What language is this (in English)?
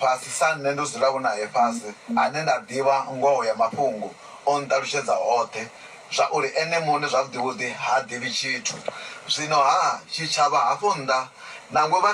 Venda